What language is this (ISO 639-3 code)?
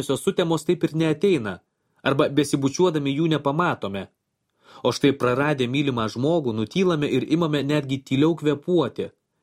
lit